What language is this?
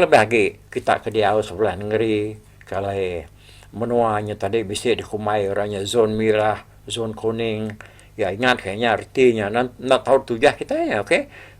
Iban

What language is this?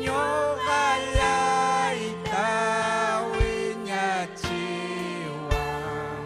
Ayacucho Quechua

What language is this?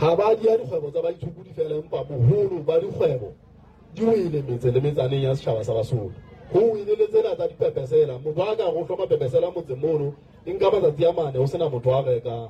Southern Sotho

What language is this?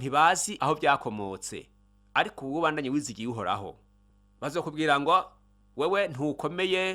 Rundi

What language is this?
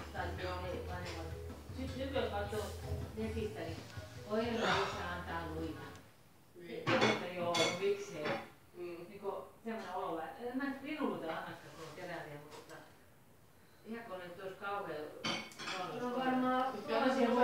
Finnish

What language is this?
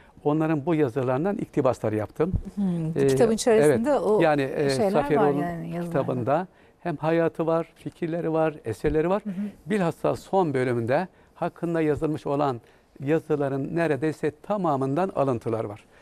Turkish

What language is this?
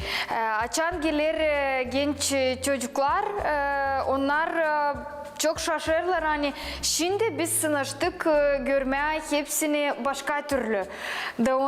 Gagauz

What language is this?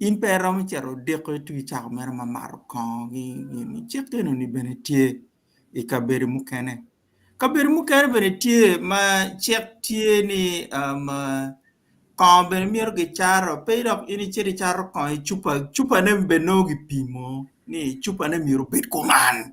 Acoli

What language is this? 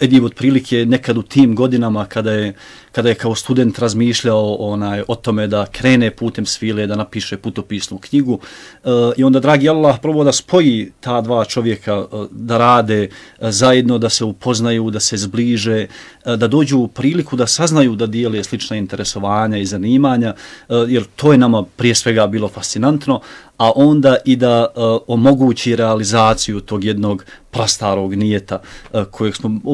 Bosnian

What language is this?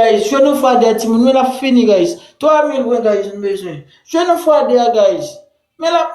Haitian Creole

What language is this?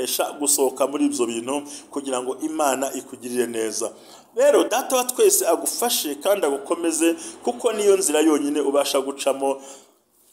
Kinyarwanda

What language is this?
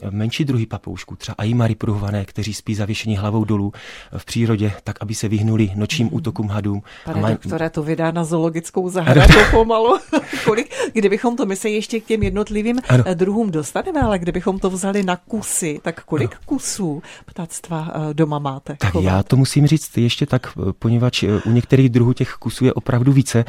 Czech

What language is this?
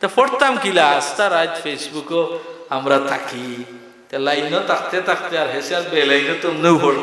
Sylheti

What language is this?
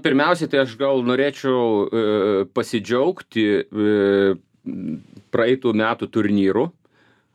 Lithuanian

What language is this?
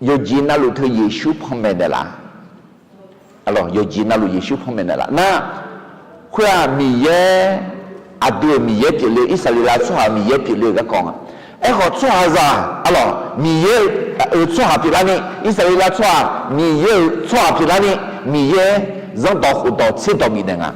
Akha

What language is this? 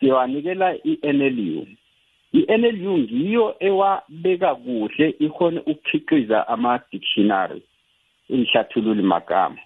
South Ndebele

